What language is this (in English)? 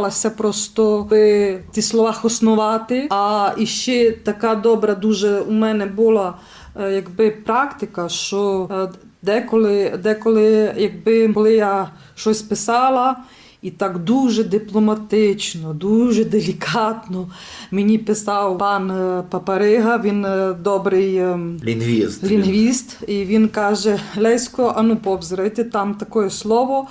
Rusyn